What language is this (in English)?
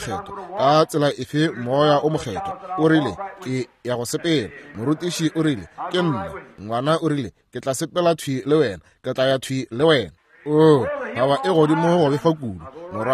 Northern Sotho